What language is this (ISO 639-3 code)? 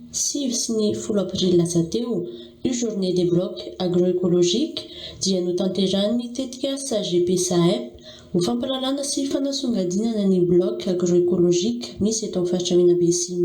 mlg